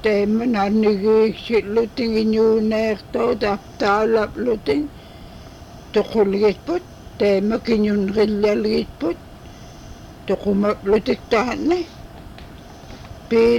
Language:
Inupiaq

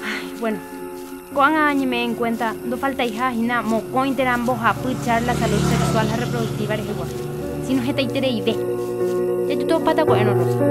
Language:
Guarani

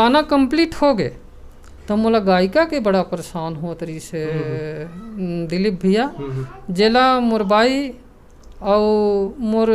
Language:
Chhattisgarhi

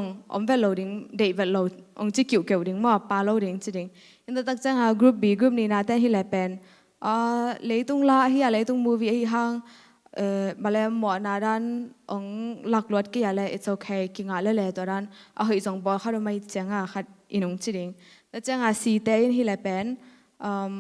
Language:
Tedim Chin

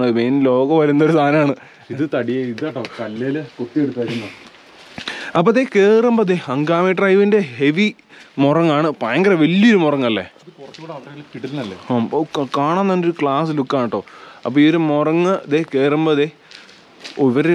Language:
Malayalam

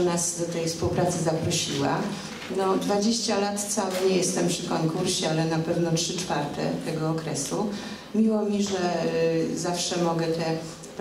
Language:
Polish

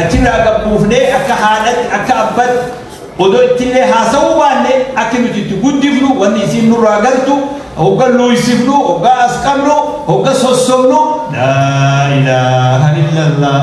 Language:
Oromo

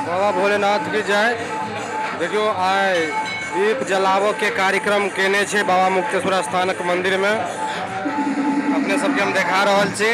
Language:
Maithili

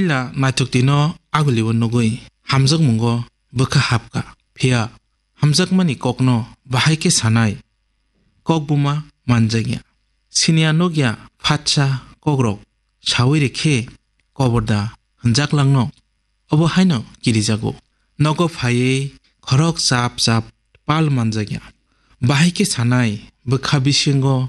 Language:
Kok Borok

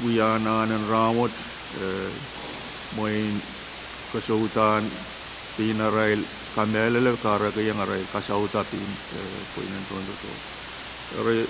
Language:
Pohnpeian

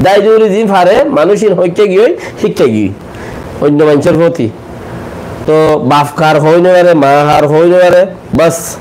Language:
Rohingya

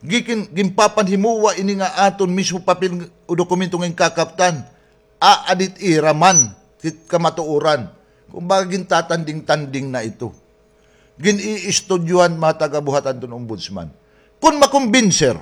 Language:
Waray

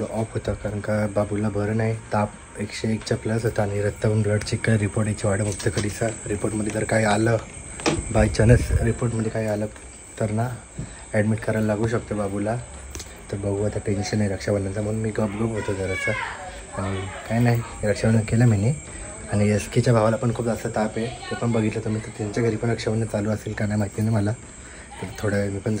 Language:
Marathi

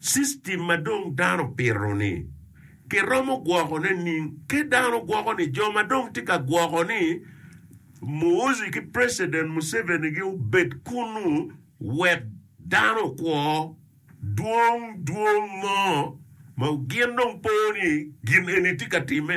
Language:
Acoli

